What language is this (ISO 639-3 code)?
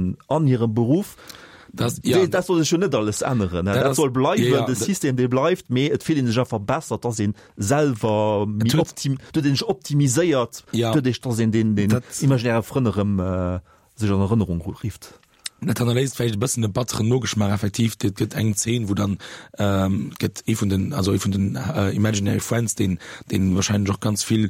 ltz